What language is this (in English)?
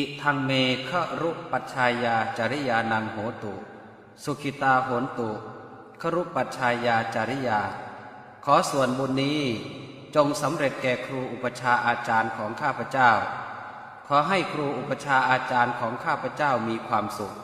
Pali